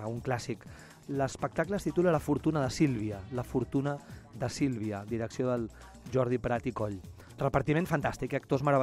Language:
Catalan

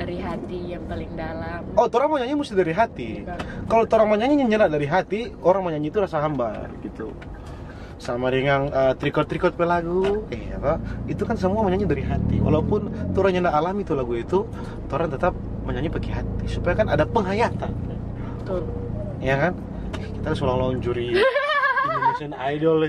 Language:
Manado Malay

